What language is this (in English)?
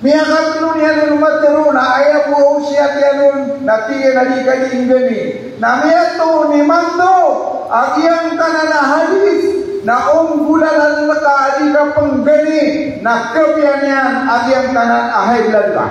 Maranao